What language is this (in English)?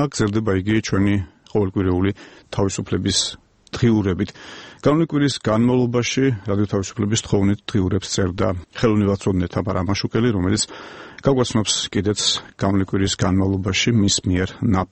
Georgian